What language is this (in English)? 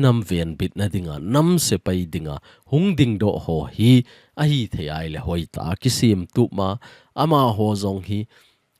Thado Chin